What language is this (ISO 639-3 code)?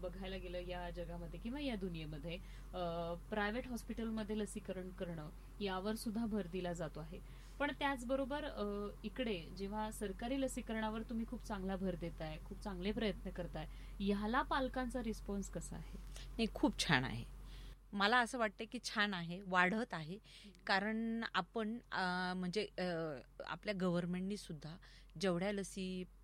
mar